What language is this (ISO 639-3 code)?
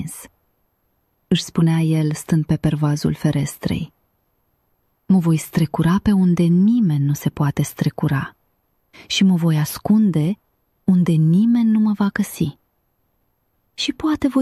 ron